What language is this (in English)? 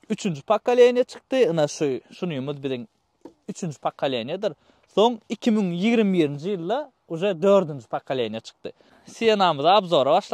Turkmen